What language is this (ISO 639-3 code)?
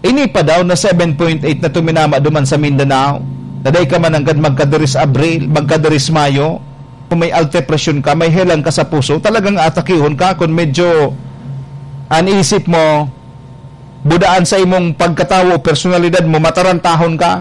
bik